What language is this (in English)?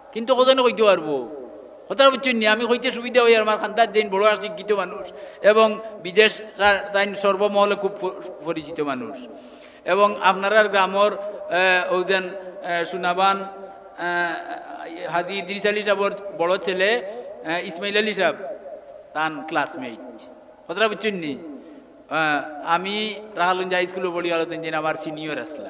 Sylheti